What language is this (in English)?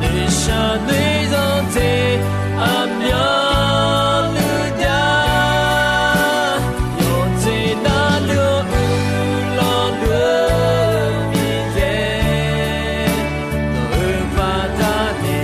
Akha